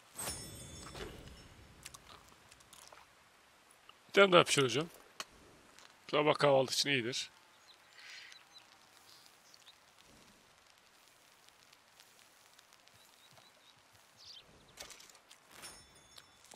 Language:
Turkish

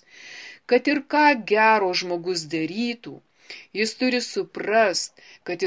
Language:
Lithuanian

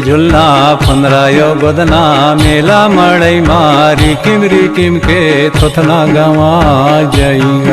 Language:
Chhattisgarhi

